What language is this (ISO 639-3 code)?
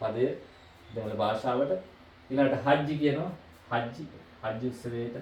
sin